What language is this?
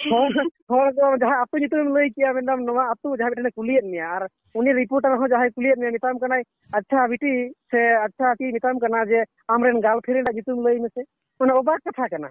Santali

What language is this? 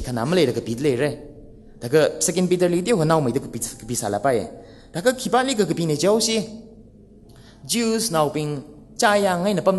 Tangkhul Naga (India)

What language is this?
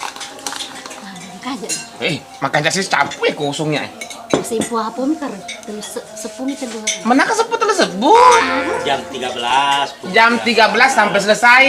Buginese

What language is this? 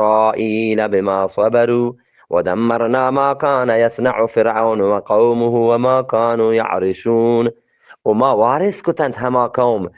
Eastern Balochi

